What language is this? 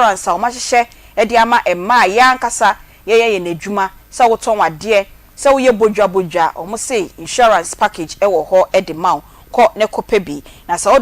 Akan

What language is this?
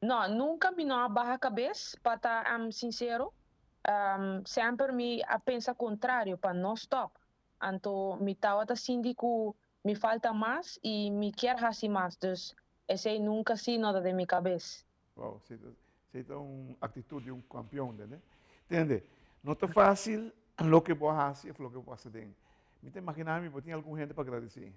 Papiamento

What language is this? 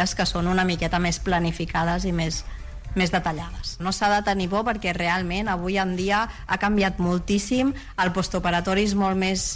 Catalan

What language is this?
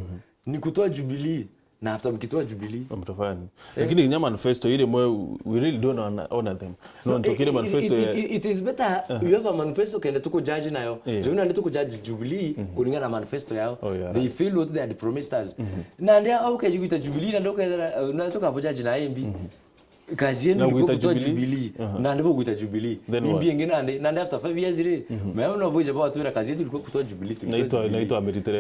Meru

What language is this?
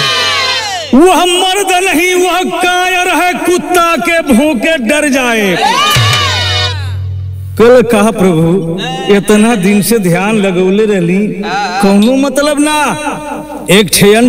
Bhojpuri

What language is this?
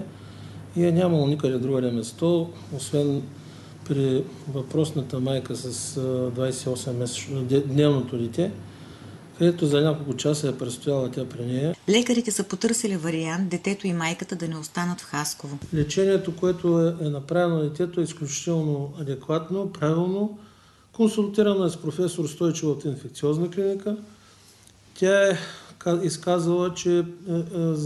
Bulgarian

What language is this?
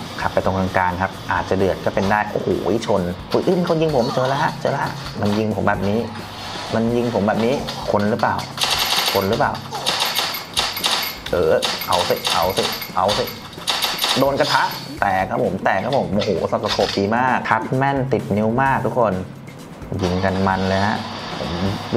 Thai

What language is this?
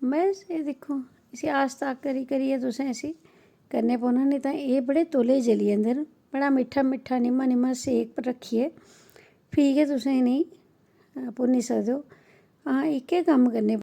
Dogri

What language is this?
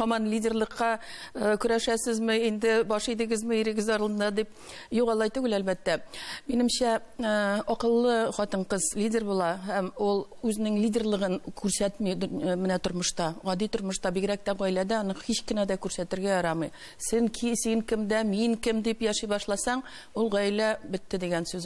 Tatar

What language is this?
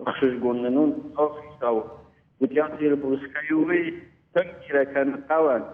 Ossetic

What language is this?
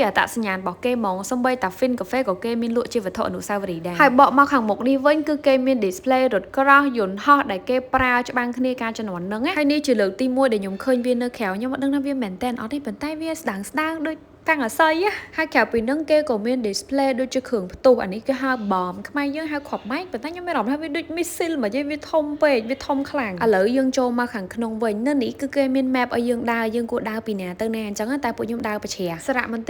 Khmer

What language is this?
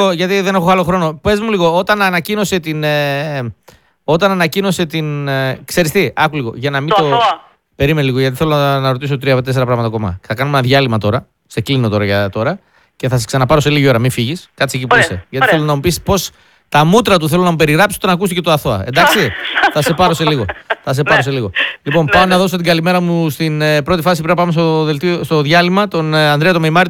Greek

